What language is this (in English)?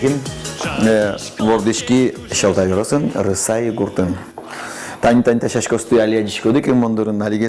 Udmurt